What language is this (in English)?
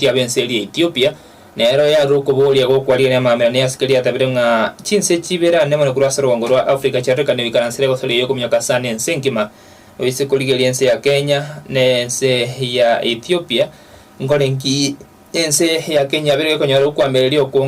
Gusii